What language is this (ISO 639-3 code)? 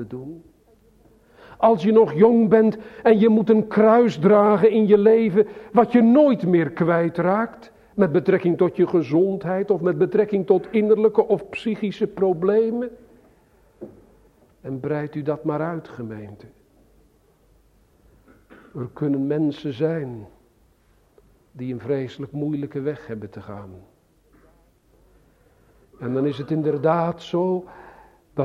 nld